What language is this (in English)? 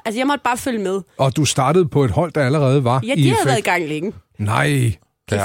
Danish